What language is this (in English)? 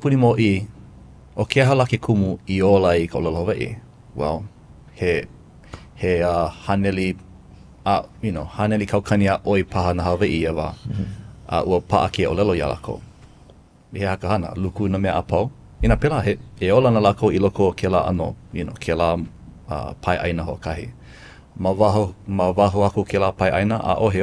Hawaiian